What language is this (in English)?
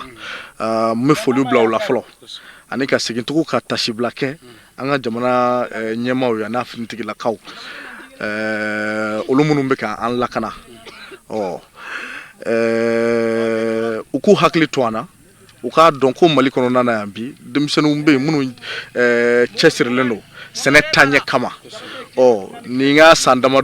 Bambara